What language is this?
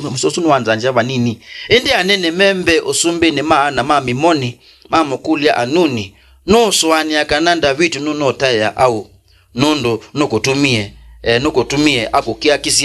Kamba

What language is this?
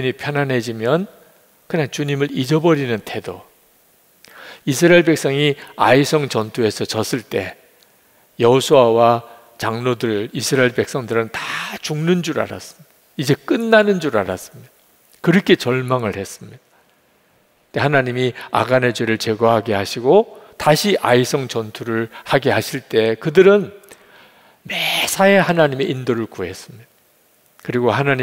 Korean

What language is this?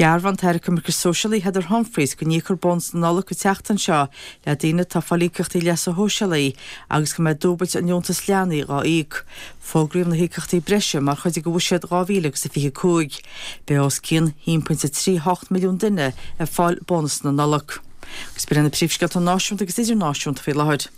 Irish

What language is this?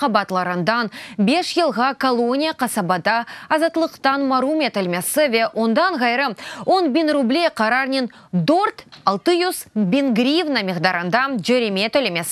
Crimean Tatar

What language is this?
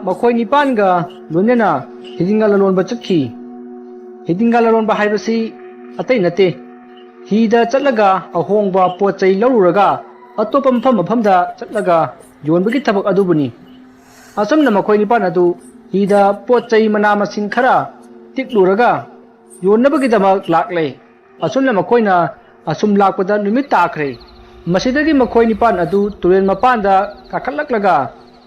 Manipuri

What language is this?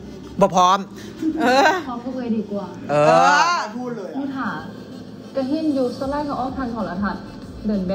Thai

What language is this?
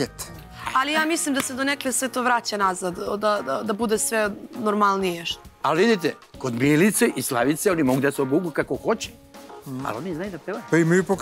Serbian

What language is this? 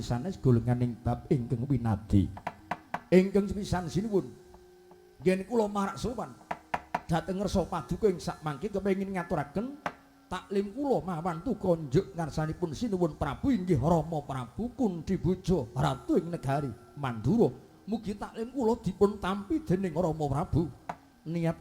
Javanese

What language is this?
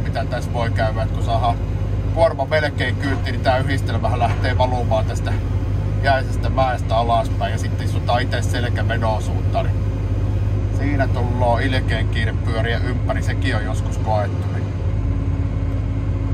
Finnish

